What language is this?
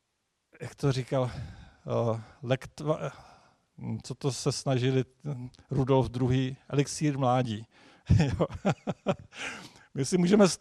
Czech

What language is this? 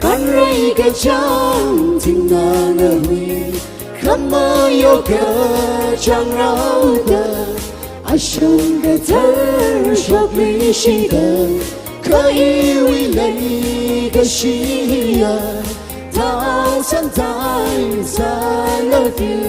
Tangkhul Naga (India)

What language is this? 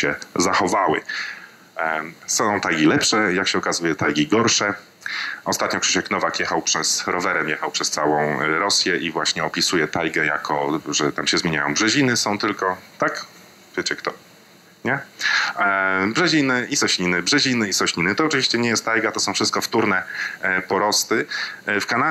Polish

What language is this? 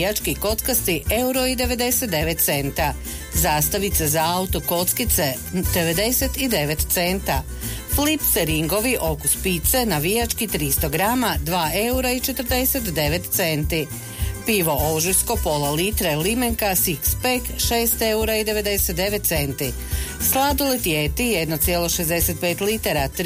Croatian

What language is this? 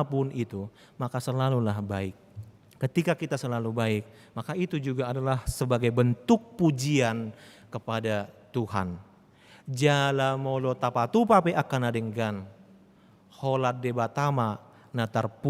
Batak Toba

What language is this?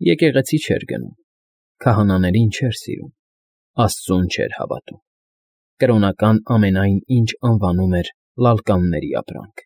Armenian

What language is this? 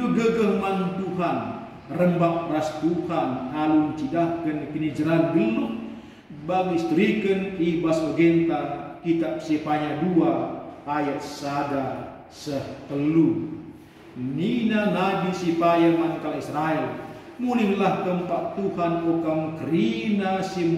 Batak Karo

